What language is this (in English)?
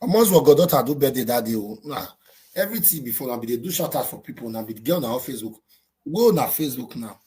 Nigerian Pidgin